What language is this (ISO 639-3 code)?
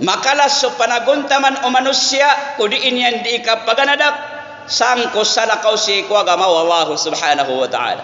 mrw